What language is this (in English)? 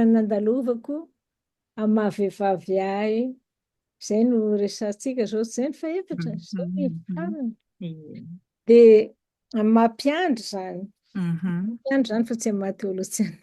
Malagasy